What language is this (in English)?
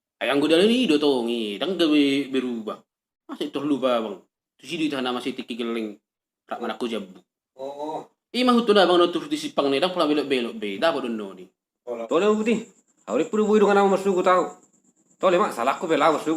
Batak Toba